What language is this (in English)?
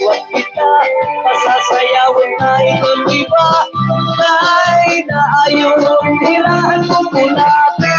Waray